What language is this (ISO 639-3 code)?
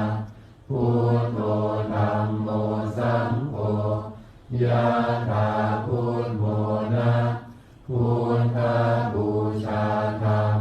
pli